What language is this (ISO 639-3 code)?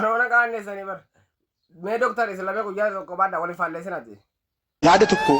orm